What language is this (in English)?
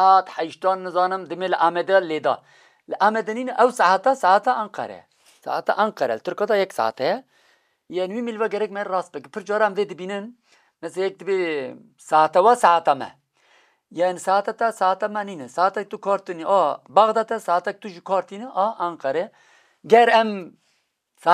Kurdish